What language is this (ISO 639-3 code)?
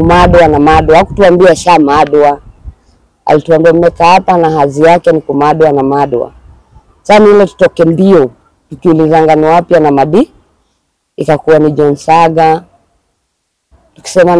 swa